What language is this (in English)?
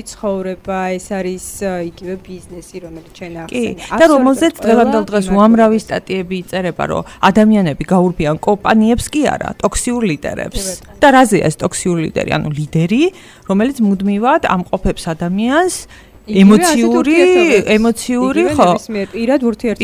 Georgian